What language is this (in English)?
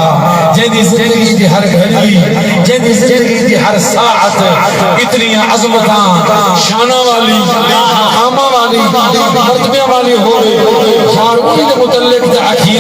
Saraiki